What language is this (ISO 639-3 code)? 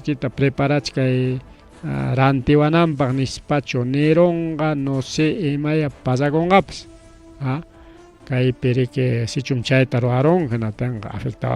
quy